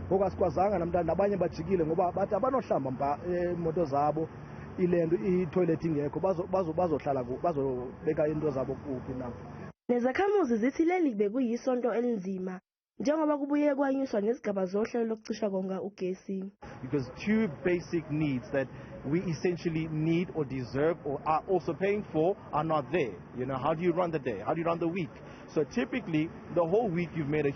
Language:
Zulu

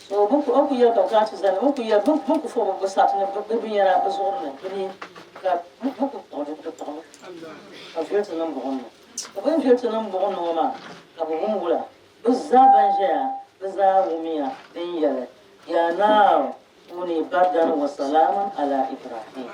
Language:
Dagbani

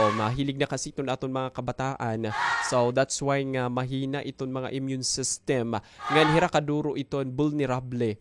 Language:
Waray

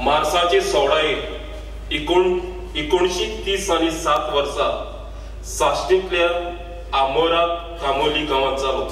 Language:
Konkani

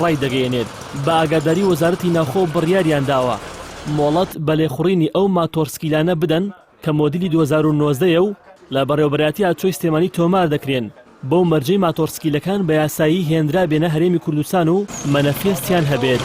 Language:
Central Kurdish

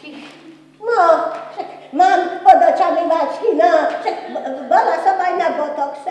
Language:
Slovak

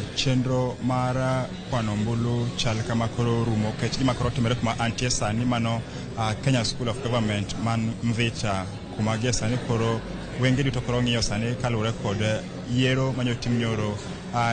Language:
Luo (Kenya and Tanzania)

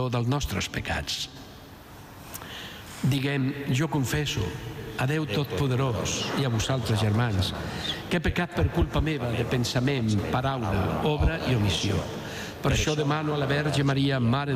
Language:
Catalan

